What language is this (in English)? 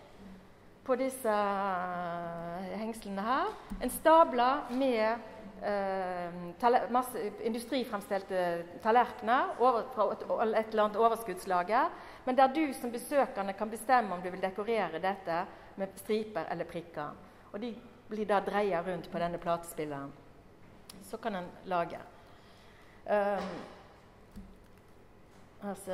Norwegian